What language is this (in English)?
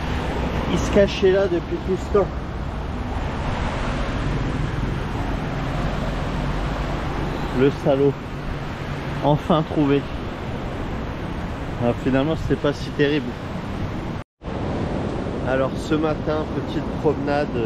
French